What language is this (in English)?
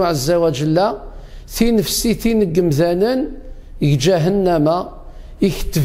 Kabyle